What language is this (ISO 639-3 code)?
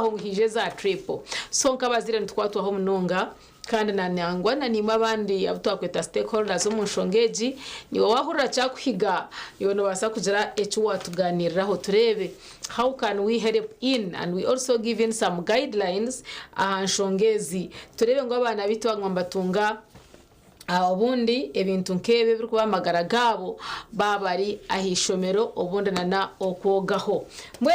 nyn